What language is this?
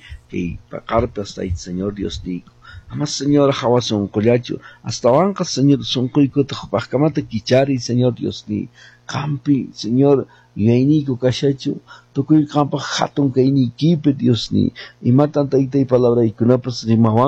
Quechua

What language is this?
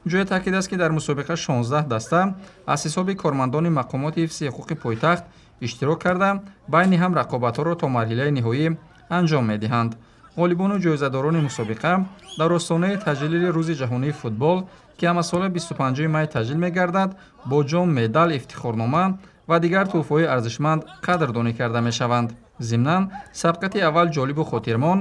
Tajik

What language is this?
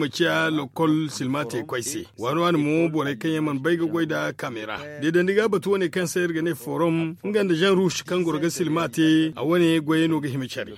Zarma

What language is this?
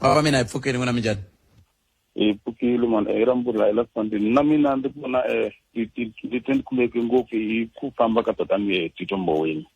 Tsonga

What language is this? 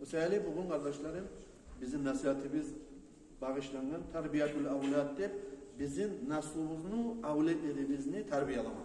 Kumyk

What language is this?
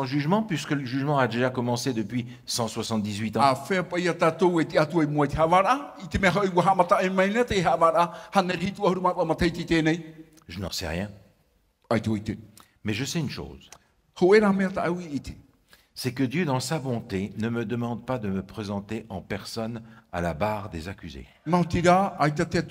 Tahitian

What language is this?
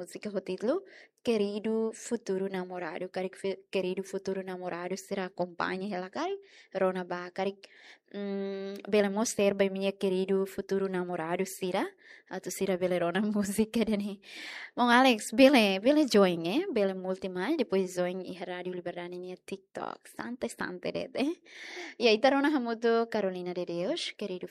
Tetum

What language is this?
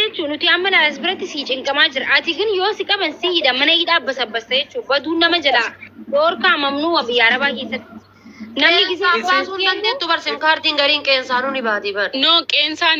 Oromo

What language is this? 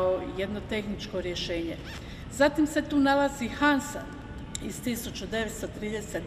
Croatian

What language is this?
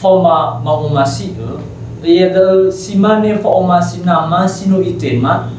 Nias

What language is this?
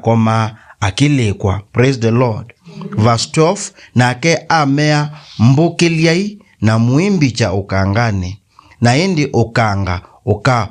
Kamba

